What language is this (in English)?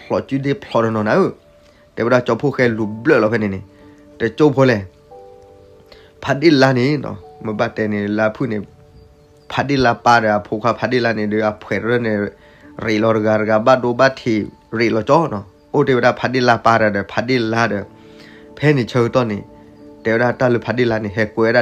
S'gaw Karen